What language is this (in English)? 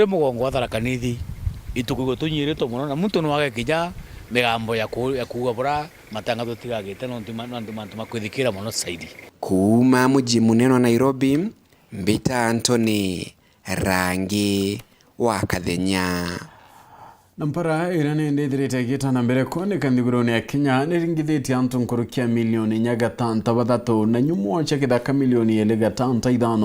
Meru